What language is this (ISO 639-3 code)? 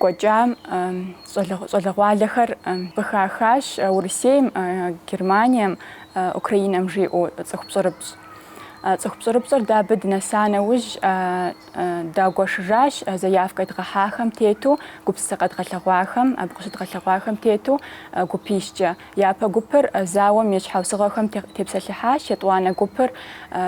kbd